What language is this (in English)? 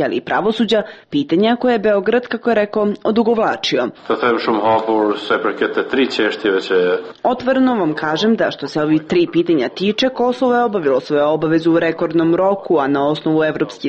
Serbian